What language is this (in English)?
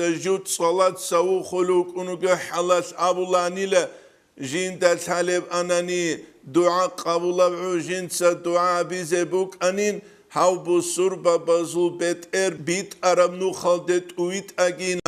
Avaric